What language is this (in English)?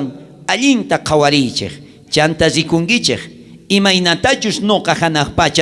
South Bolivian Quechua